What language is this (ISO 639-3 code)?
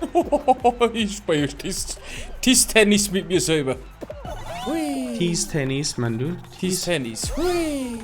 bar